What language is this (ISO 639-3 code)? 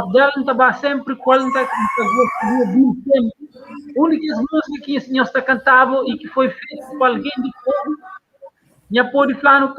kea